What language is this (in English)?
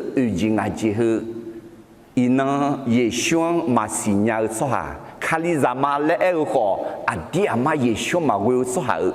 Akha